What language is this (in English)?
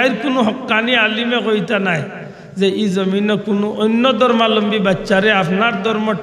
Sylheti